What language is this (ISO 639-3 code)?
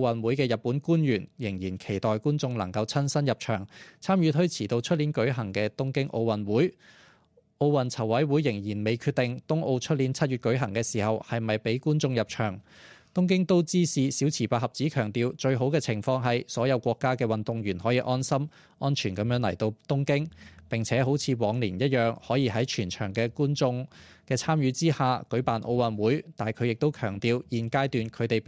yue